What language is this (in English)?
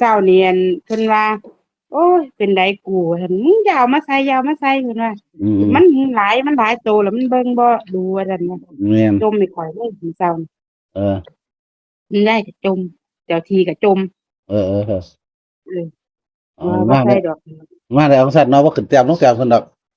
Northeastern Thai